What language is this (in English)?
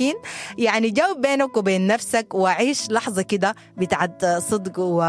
Sudanese Arabic